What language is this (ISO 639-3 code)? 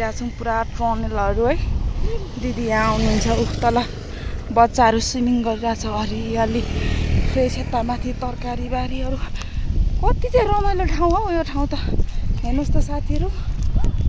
nep